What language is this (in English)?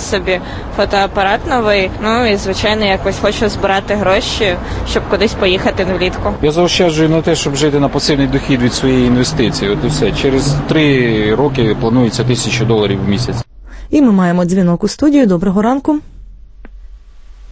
Ukrainian